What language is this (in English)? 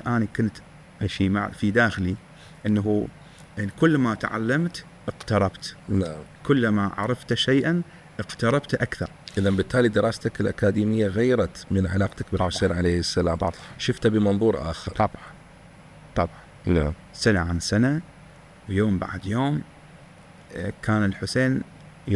Mesopotamian Arabic